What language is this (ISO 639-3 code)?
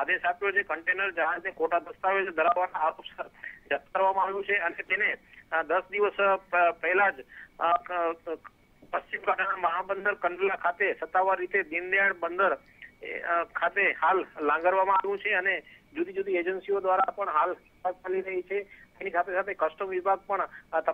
guj